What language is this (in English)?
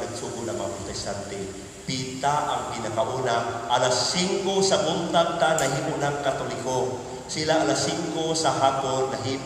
Cebuano